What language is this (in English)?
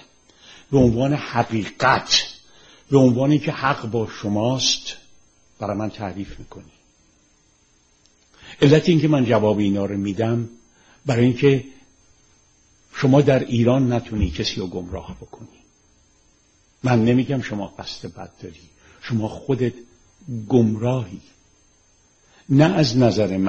Persian